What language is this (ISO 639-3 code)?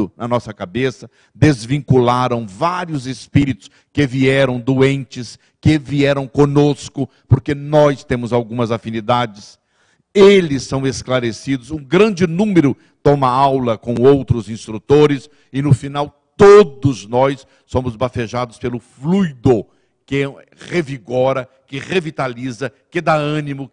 por